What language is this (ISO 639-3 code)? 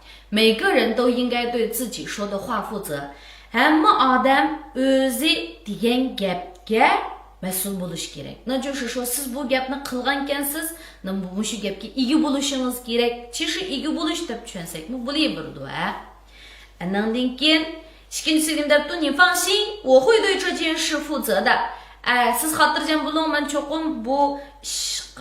uig